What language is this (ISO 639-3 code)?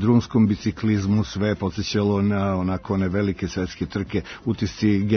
srp